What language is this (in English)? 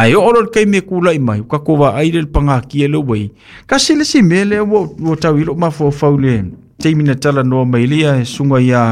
Samoan